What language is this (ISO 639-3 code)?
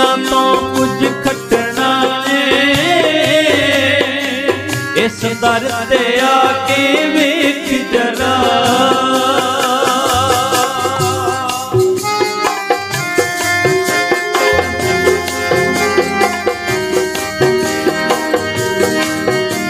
pan